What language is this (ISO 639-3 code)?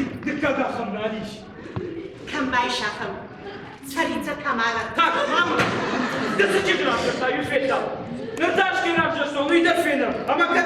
oss